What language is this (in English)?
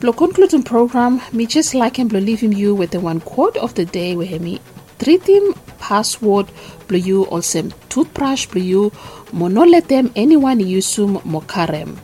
Bislama